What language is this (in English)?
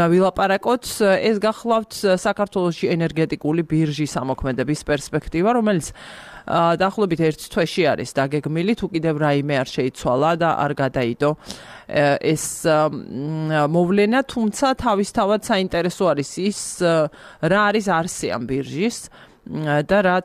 Georgian